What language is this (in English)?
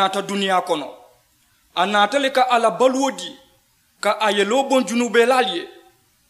Mandingo